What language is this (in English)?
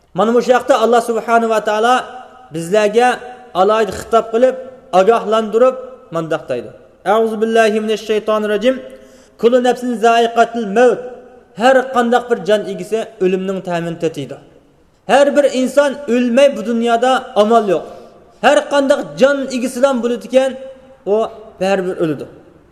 Uyghur